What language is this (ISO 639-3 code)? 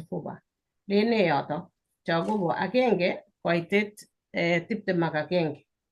kln